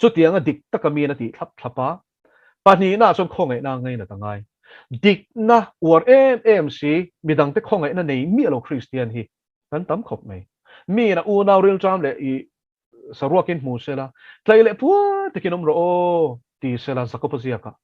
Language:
Mizo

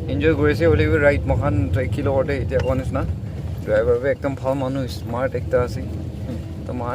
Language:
Naga Pidgin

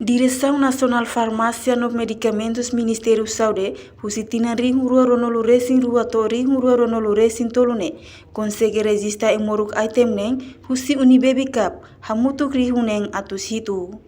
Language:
Tetum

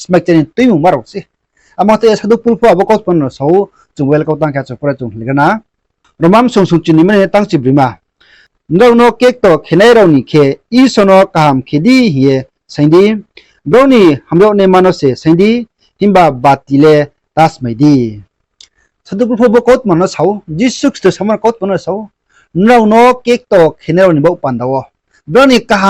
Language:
Riang (India)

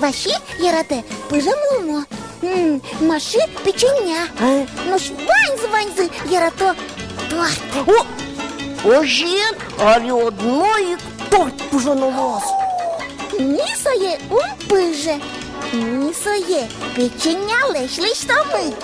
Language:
Udmurt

